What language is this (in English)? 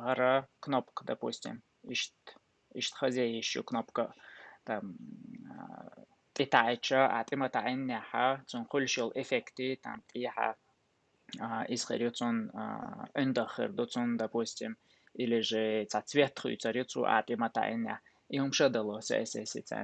Chechen